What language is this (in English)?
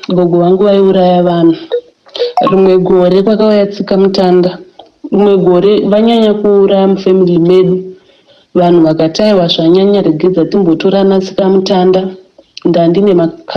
Shona